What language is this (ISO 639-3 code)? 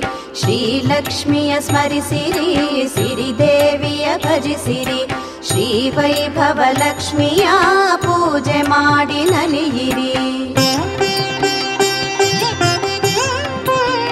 kan